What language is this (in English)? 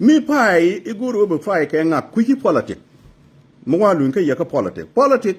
Nuer